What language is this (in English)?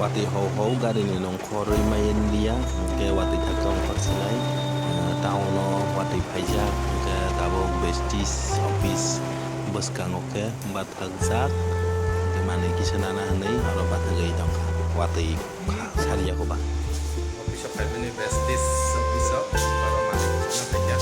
Kok Borok